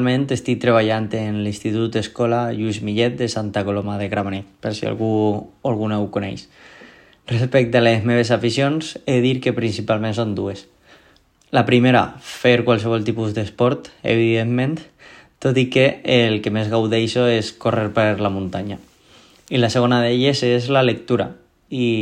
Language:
Catalan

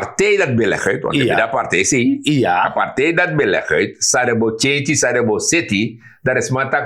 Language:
Sranan Tongo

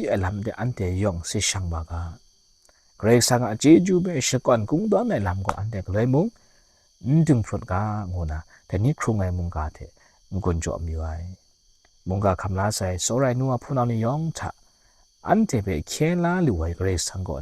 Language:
Kachin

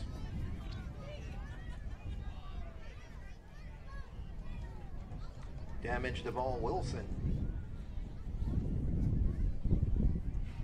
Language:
English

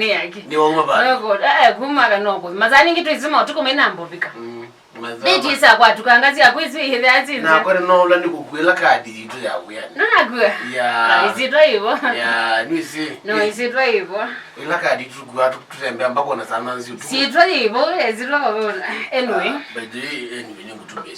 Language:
Kamba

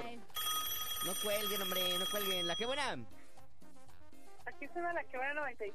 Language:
Spanish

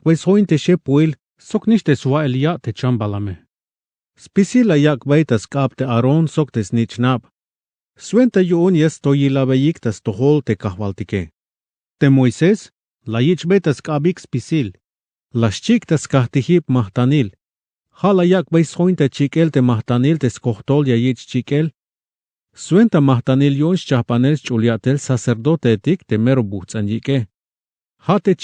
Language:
Tzeltal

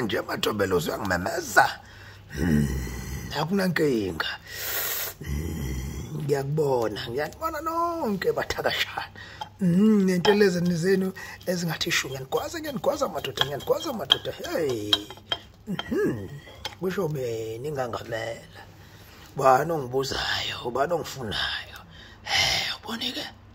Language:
Zulu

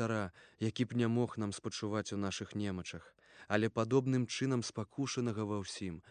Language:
Belarusian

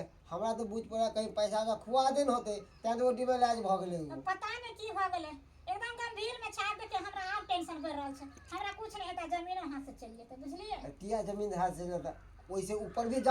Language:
Maithili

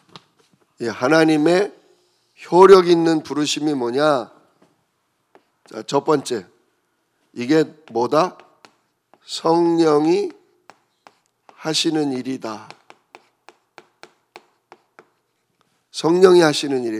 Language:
Korean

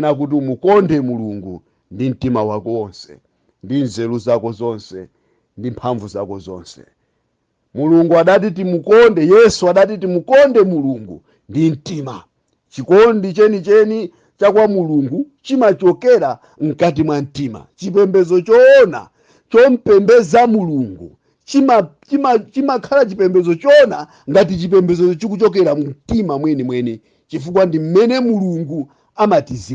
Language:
Nyanja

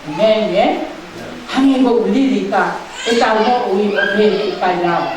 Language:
Tongan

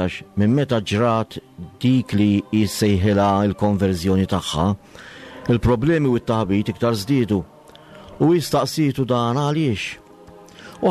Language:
Maltese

